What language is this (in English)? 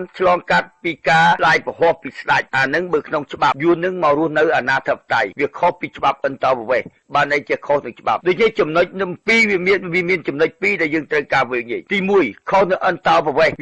Khmer